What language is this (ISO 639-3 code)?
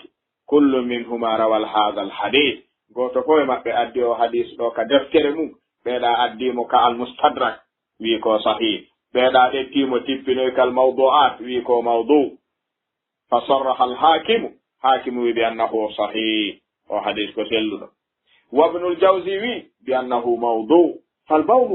ful